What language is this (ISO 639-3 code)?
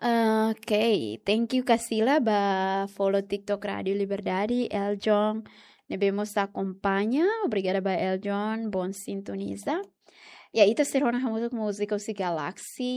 tet